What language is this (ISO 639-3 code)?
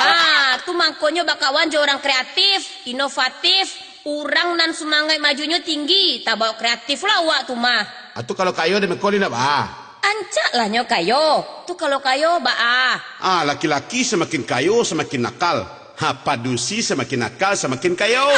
min